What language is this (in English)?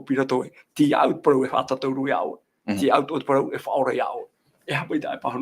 Tahitian